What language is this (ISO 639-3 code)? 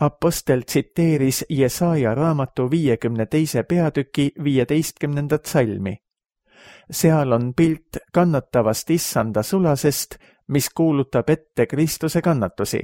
est